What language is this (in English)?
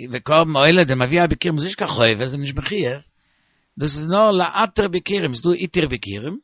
Yiddish